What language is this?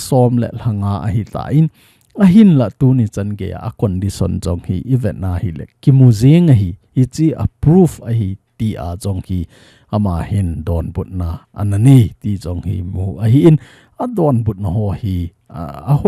Thado Chin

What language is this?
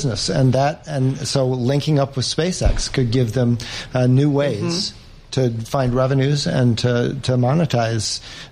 English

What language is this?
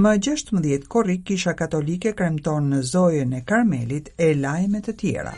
Albanian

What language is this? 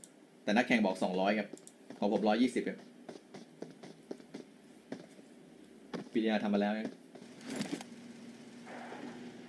Thai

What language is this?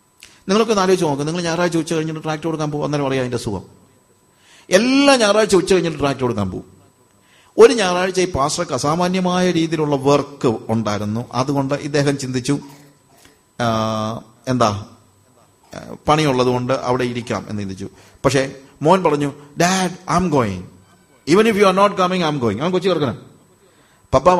Malayalam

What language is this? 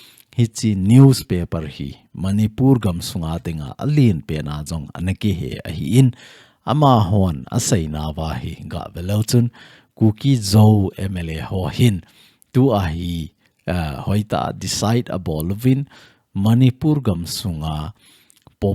Thado Chin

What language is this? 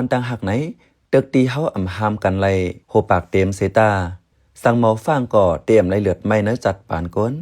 Shan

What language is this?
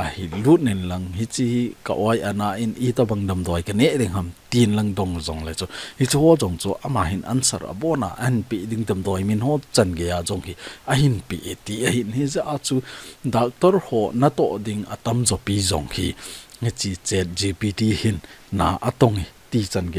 Thado Chin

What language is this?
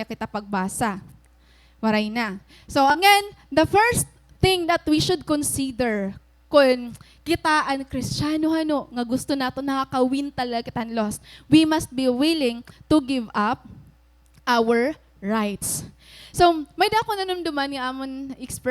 Waray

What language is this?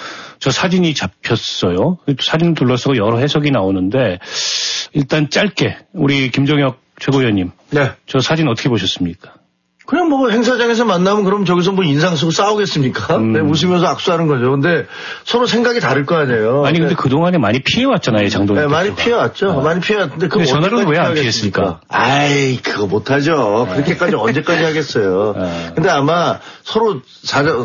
Korean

